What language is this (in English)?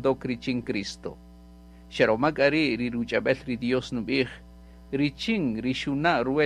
Kaqchikel